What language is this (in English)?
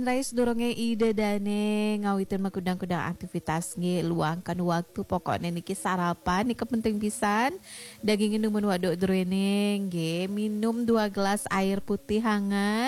Balinese